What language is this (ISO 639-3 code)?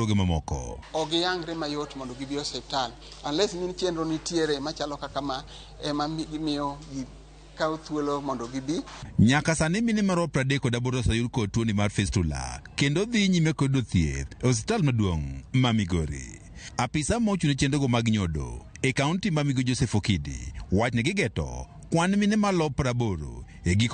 luo